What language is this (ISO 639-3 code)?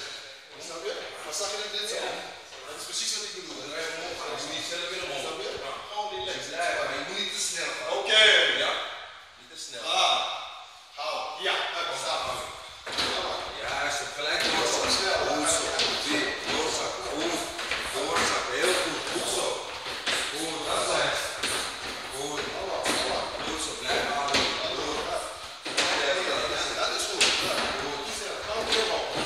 nld